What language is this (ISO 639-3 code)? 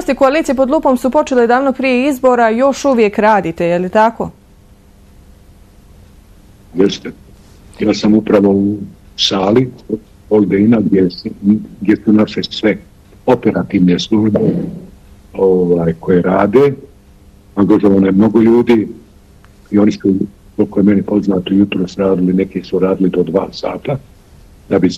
bos